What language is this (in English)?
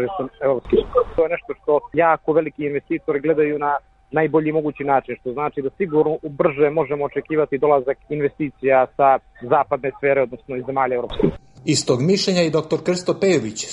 Croatian